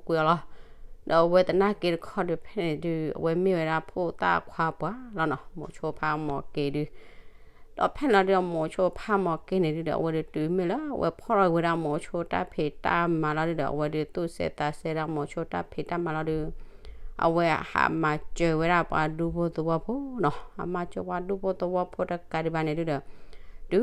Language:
S'gaw Karen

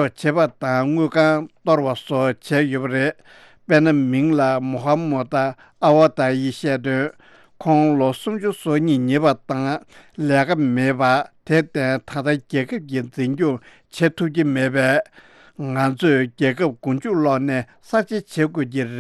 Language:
Tibetan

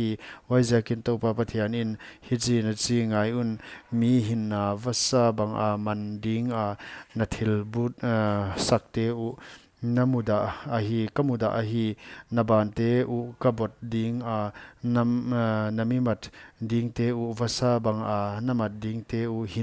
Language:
Paite Chin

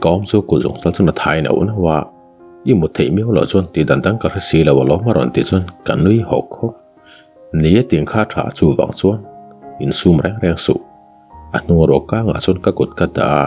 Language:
Mizo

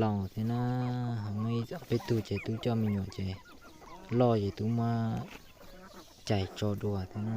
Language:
Hmong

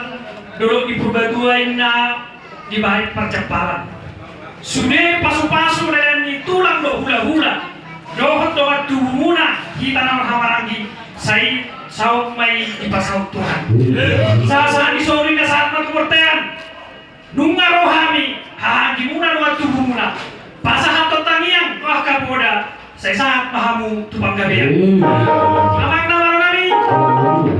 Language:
Batak Toba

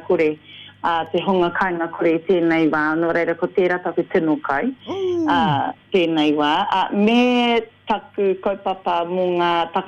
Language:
Māori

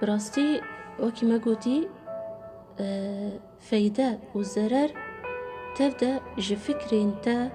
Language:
Kurdish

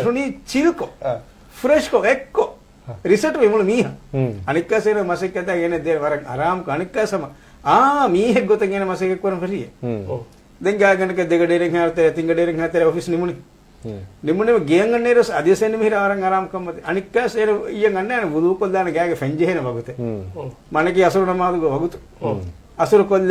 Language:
Divehi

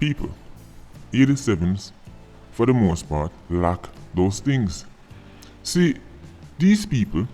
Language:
Jamaican Creole English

